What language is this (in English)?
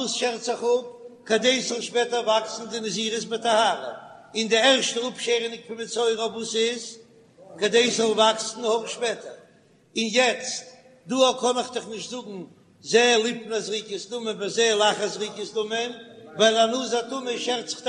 Yiddish